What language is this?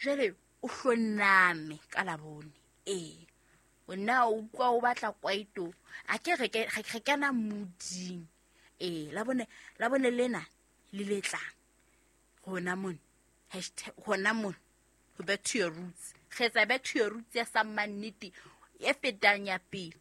Southern Sotho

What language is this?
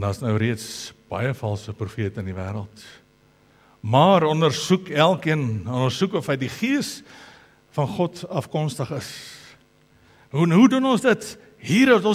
Afrikaans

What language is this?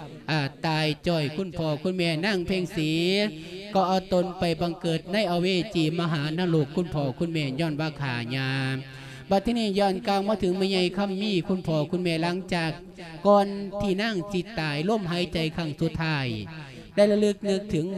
Lao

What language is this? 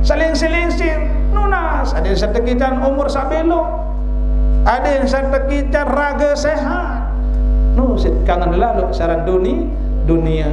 Sasak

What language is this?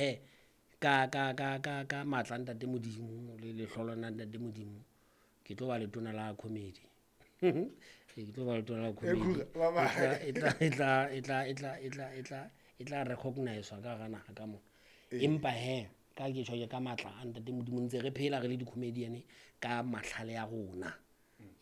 Southern Sotho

